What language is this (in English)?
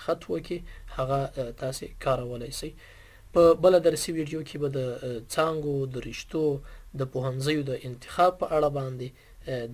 Pashto